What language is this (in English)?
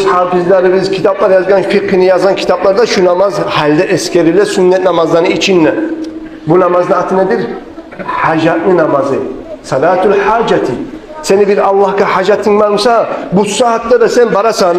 Kumyk